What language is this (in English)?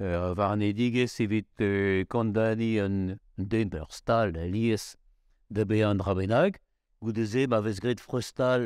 Breton